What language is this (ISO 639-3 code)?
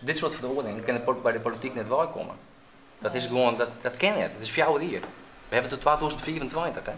fry